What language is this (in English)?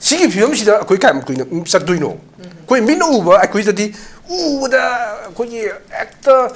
Manipuri